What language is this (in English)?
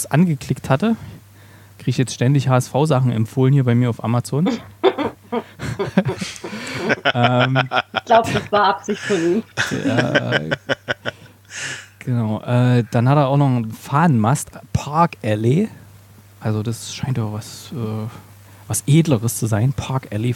German